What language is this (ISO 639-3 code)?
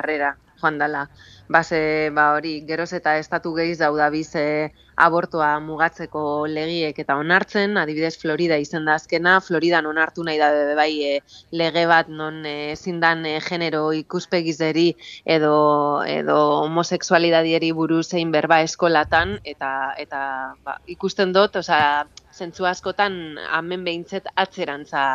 eus